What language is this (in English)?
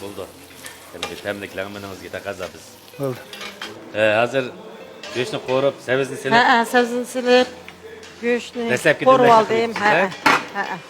Uyghur